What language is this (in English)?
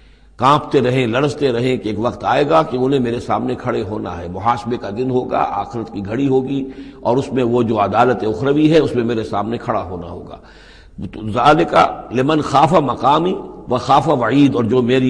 Urdu